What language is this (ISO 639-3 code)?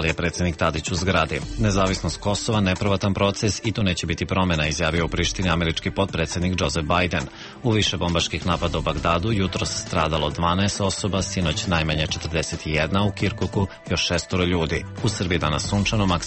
srp